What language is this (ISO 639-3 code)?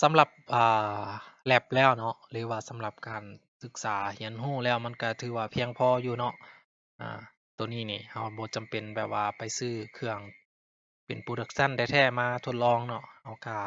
lao